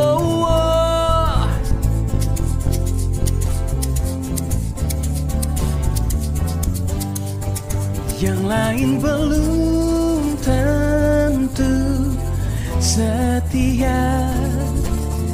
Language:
Indonesian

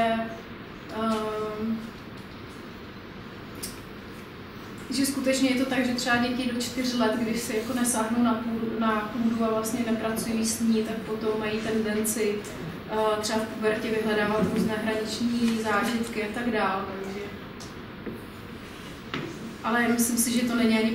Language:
Czech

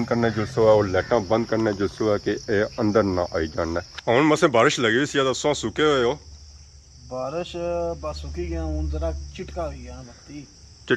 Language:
Pahari-Potwari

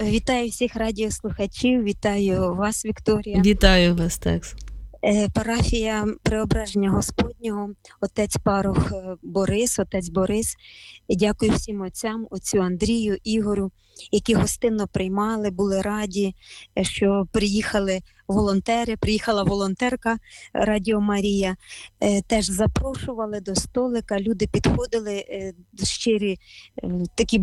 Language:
Ukrainian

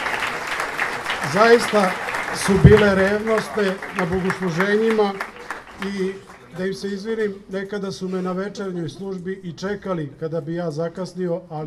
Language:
Serbian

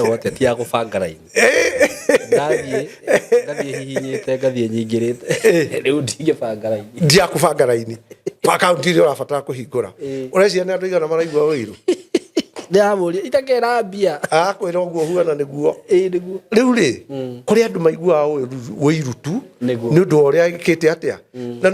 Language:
Kikuyu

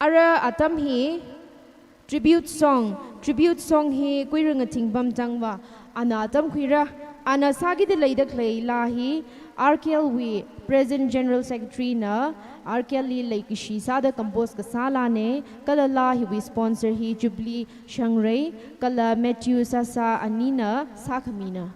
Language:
Tangkhul Naga (India)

